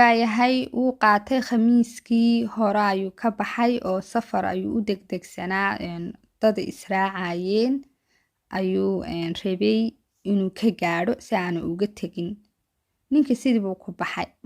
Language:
Somali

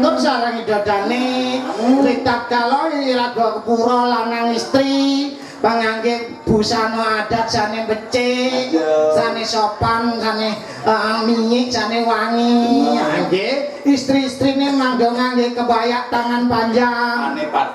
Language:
Balinese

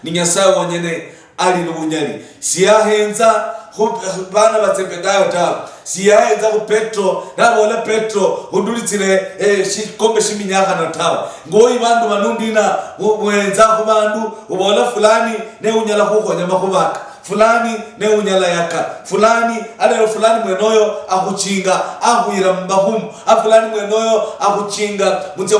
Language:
Luyia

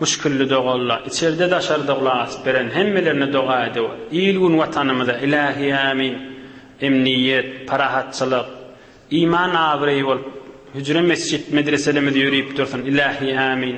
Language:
Turkmen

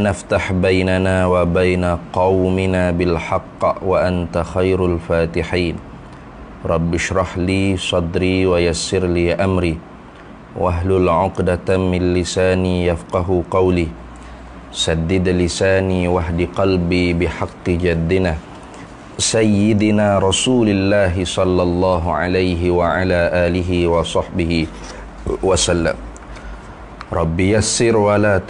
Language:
Malay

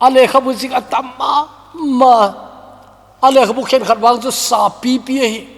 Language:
Thado Chin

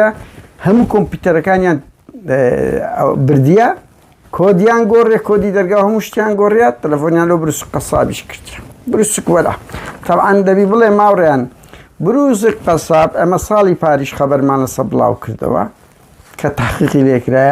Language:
Central Kurdish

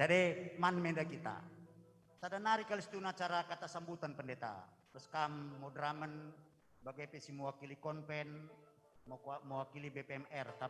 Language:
Batak Karo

